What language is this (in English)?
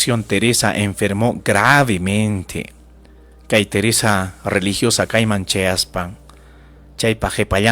Ayacucho Quechua